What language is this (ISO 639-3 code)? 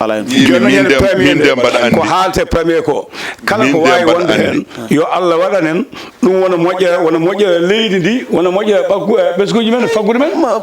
ful